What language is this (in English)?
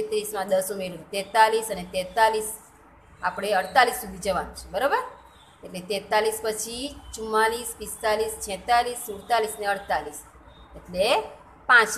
Gujarati